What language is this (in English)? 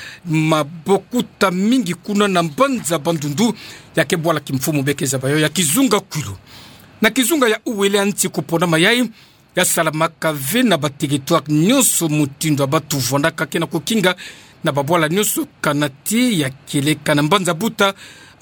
Kituba (Democratic Republic of Congo)